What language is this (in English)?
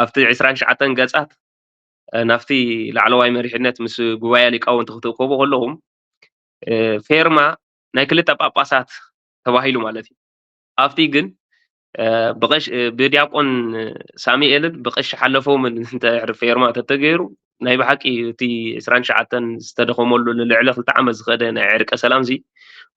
Tigrinya